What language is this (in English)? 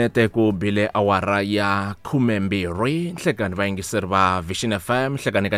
Tsonga